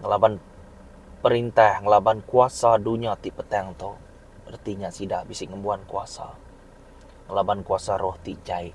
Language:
Iban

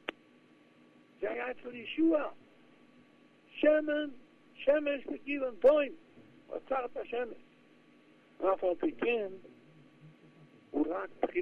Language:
Hebrew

